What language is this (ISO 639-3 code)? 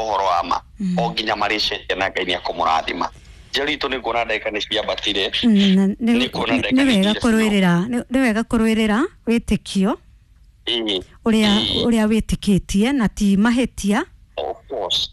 kik